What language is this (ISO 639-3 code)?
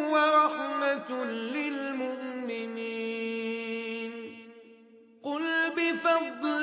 ara